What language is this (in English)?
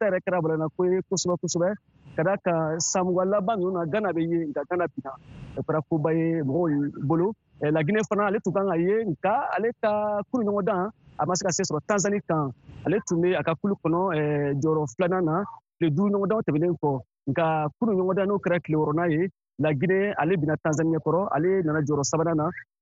Bambara